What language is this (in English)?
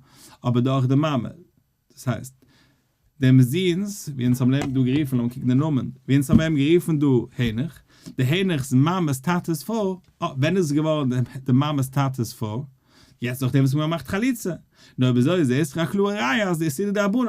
Yiddish